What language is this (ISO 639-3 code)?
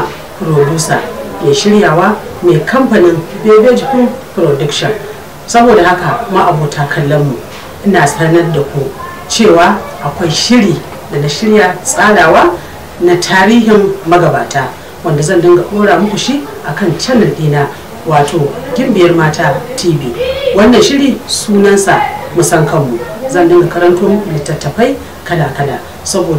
hau